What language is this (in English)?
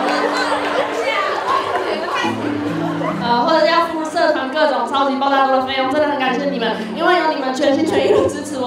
Chinese